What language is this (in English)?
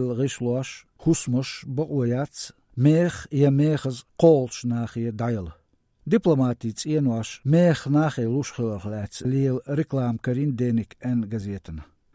Latvian